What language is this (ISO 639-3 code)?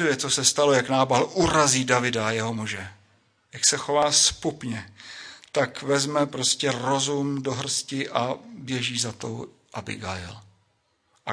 ces